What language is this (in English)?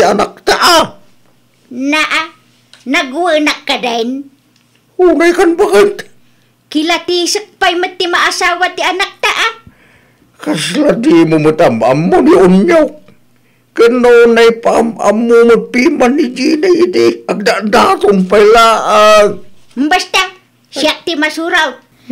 Iloko